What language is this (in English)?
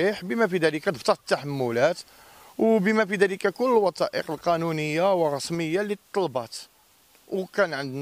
Moroccan Arabic